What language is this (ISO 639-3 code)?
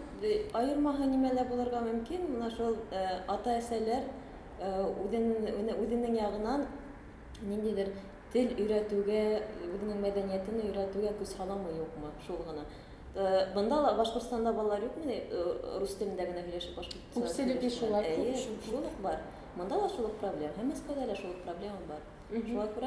bak